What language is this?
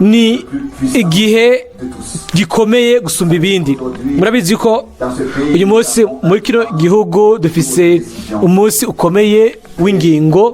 Rundi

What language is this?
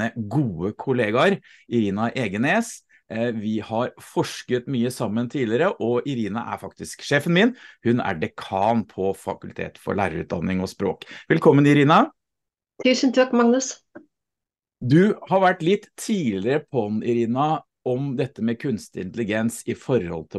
Norwegian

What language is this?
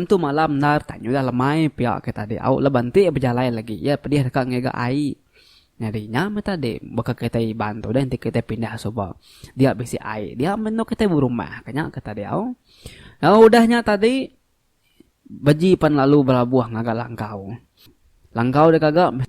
Iban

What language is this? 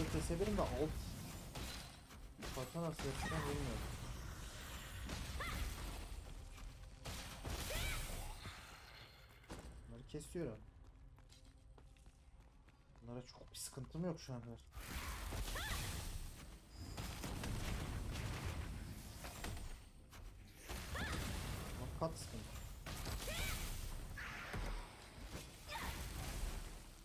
Turkish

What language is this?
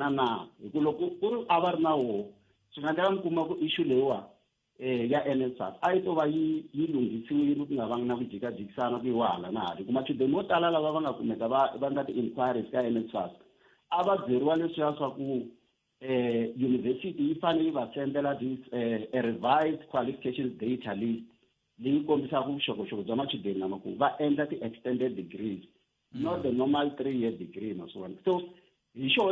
Tsonga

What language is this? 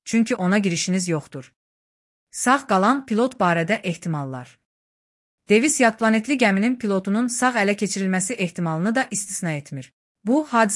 Azerbaijani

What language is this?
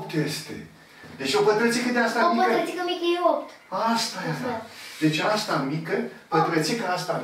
Romanian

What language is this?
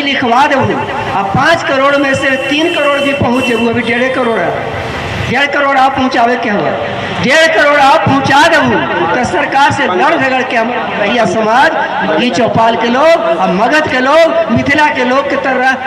Magahi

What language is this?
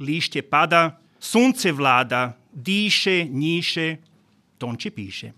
Croatian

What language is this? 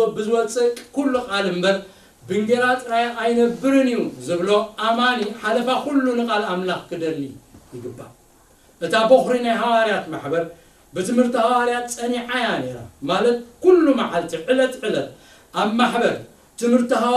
Tigrinya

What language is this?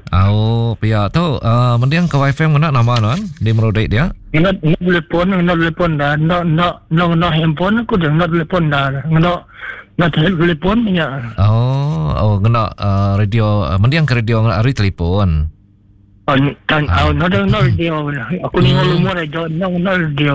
Iban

